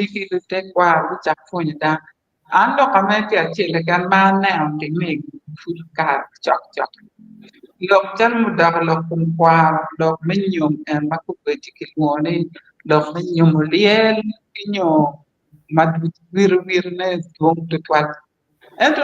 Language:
Acoli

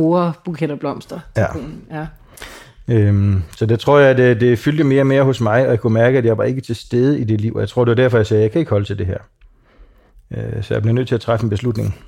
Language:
Danish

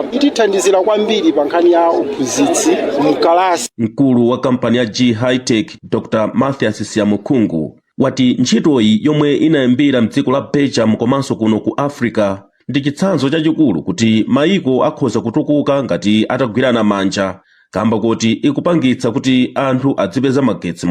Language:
Nyanja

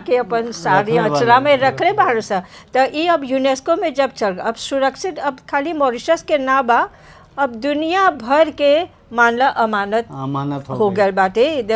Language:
Bhojpuri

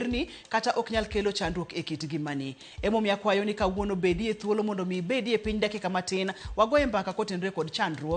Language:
Luo (Kenya and Tanzania)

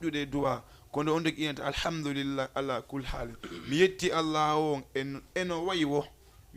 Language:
Fula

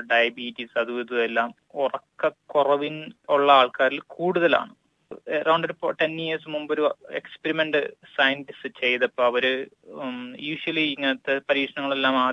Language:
Malayalam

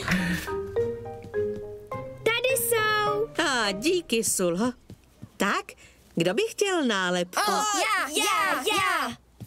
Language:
Czech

